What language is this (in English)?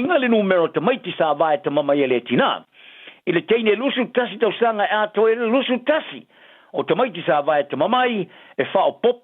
Samoan